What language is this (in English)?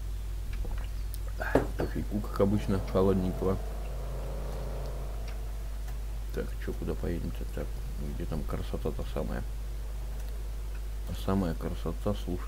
Russian